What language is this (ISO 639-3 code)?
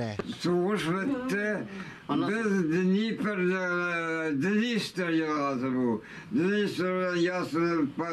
tat